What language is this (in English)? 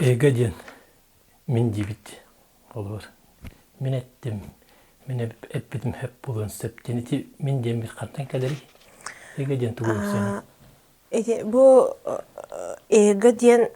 Yakut